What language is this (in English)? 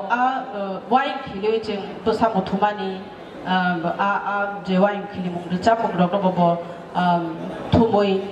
Kok Borok